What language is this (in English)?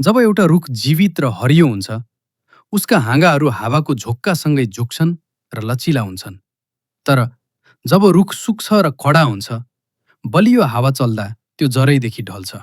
Nepali